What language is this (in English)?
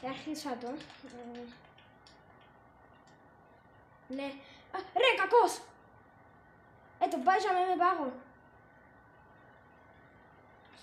Greek